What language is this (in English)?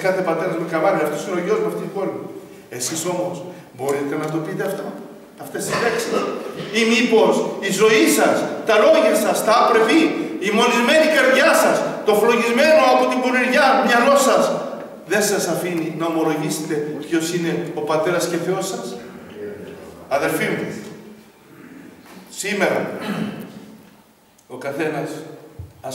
Greek